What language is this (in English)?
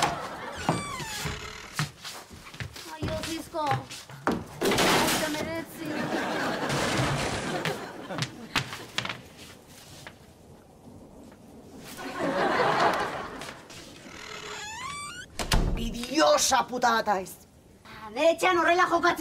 Basque